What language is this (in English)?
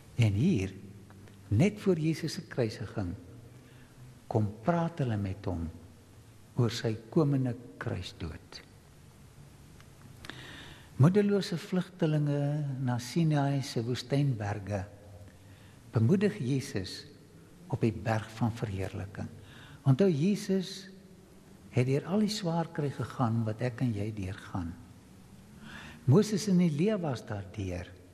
Afrikaans